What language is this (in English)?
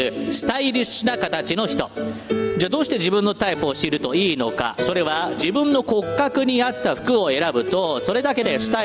Japanese